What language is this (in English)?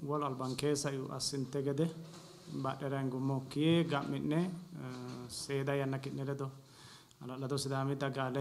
Sidamo